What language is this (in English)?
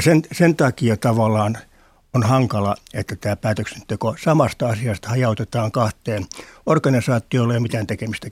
Finnish